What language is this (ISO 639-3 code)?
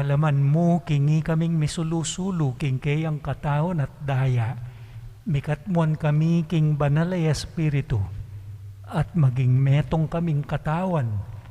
pam